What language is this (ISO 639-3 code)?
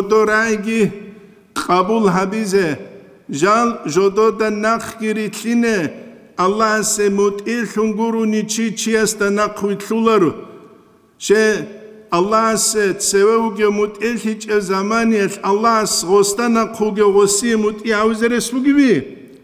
ava